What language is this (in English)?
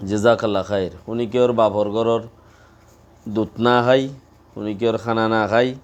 Rohingya